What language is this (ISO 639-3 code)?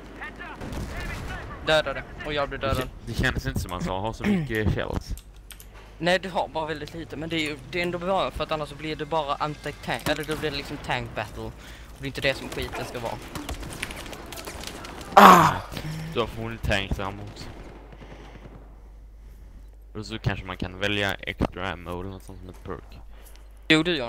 swe